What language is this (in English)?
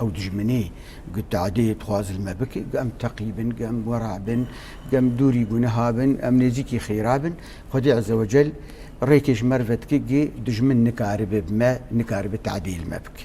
Kurdish